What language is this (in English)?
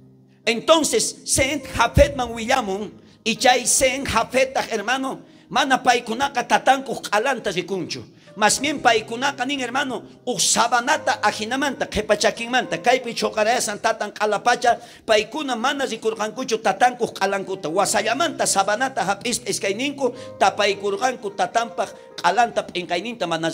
South Bolivian Quechua